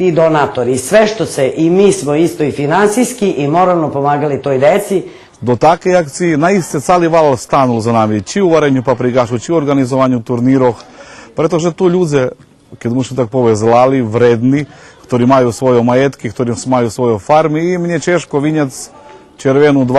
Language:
Rusyn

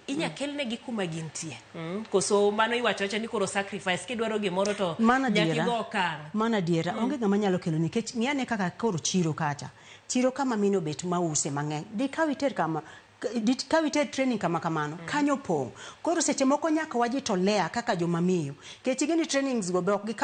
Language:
Luo (Kenya and Tanzania)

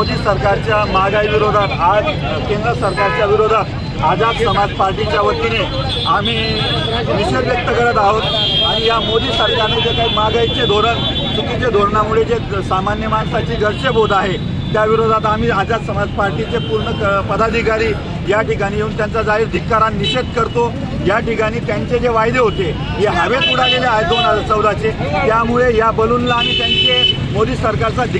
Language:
Marathi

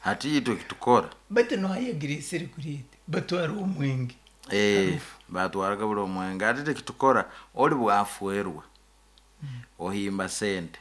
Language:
Nyoro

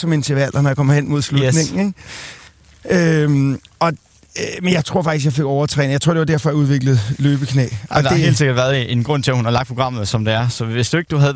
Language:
Danish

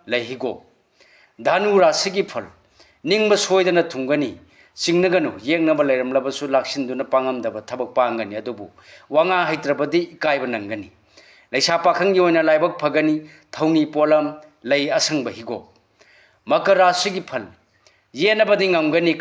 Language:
Manipuri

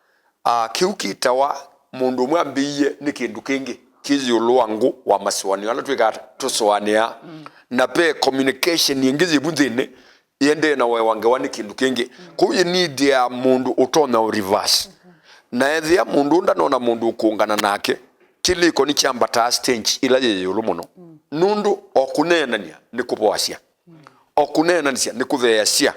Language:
Kamba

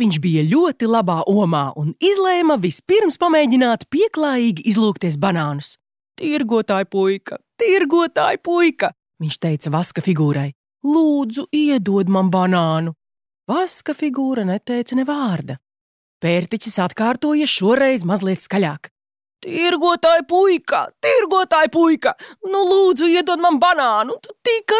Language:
Latvian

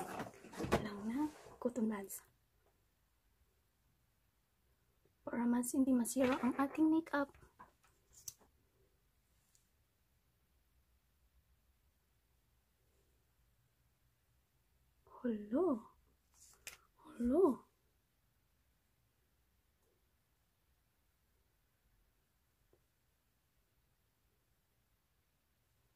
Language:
Filipino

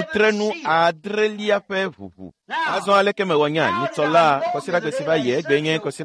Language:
Ewe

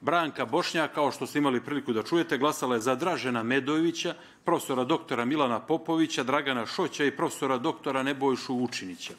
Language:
Bosnian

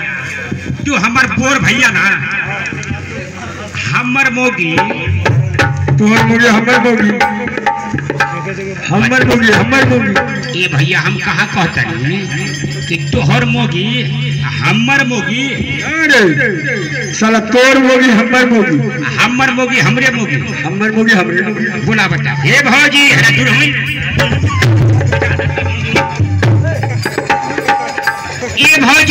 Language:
Bhojpuri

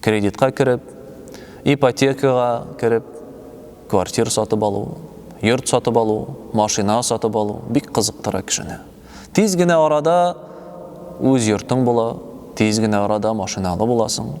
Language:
Tatar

